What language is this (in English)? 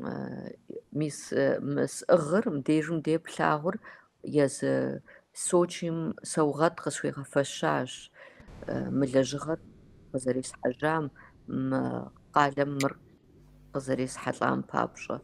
Kabardian